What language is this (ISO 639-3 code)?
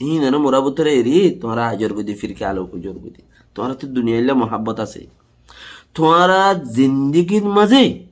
rhg